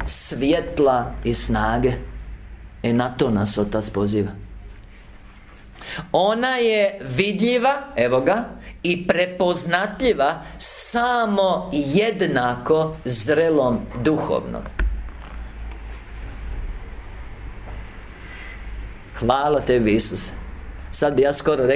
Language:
Croatian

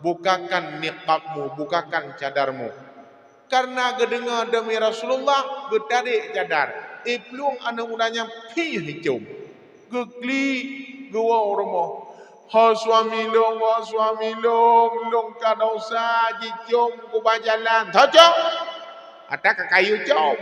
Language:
Achinese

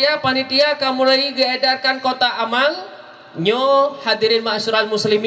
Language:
Achinese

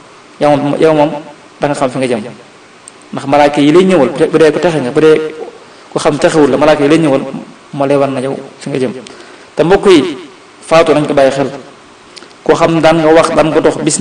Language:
Wolof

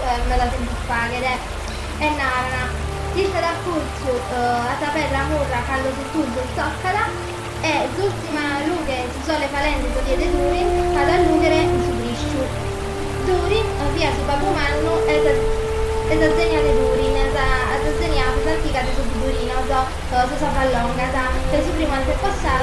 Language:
Sardinian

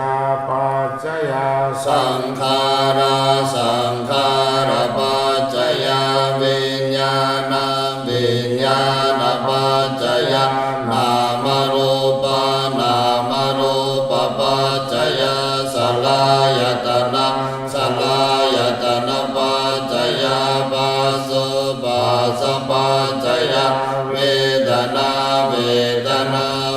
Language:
Pali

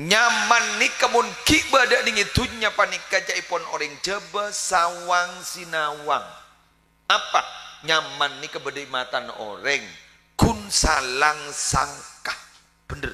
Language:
Madurese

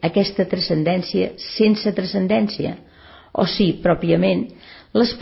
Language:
Catalan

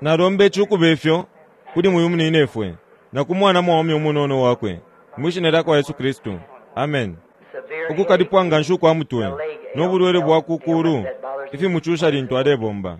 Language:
Bemba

